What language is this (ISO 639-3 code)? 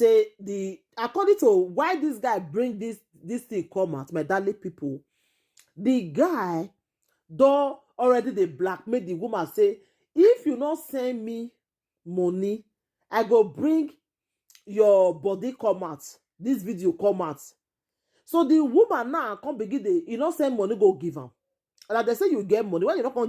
pcm